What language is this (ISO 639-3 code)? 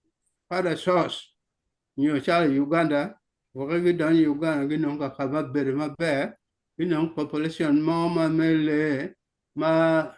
ach